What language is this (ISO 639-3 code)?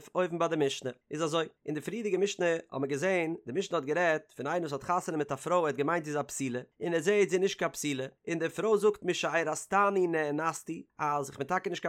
yid